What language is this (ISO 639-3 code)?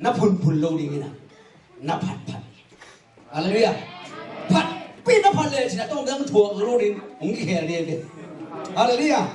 ctd